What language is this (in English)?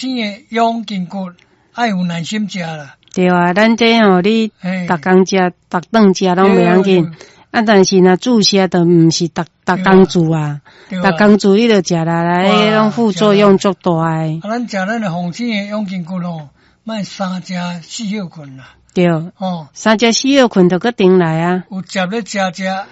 Min Nan Chinese